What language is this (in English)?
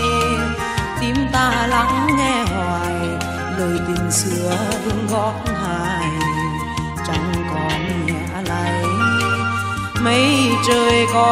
Vietnamese